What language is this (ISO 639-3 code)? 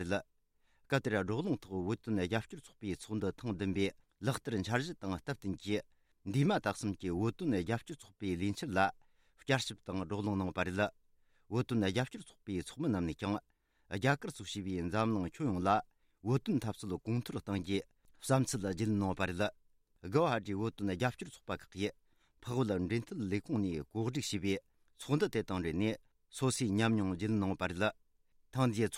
bod